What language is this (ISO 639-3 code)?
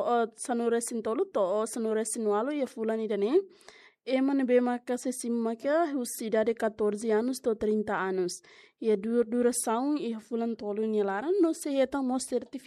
tet